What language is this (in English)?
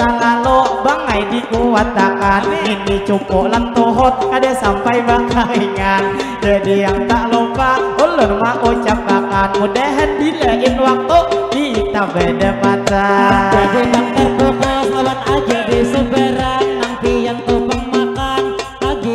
Banjar